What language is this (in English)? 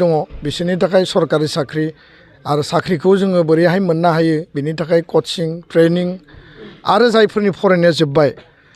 Bodo